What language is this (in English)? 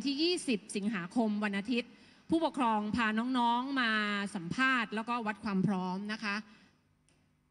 Thai